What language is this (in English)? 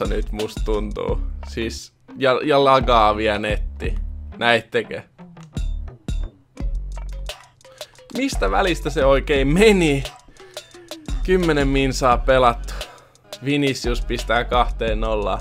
Finnish